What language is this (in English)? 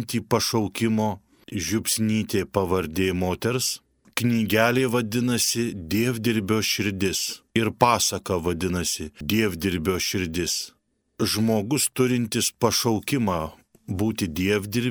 Lithuanian